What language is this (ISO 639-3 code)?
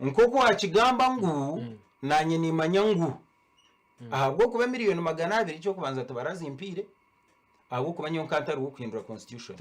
nyn